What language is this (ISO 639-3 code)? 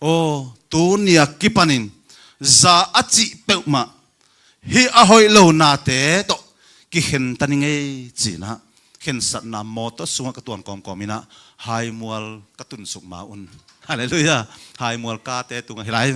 ctd